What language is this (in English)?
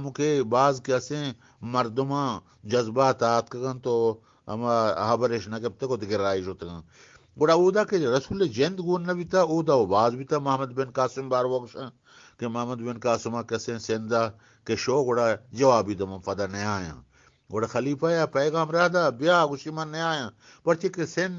Eastern Balochi